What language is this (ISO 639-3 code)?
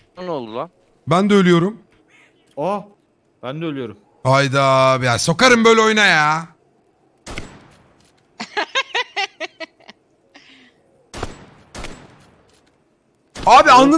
tur